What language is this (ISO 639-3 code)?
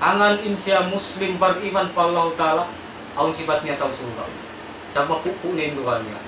tsg